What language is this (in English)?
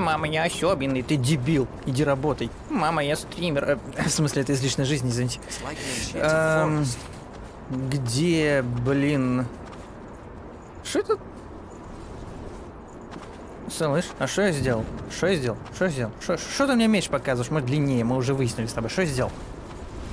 Russian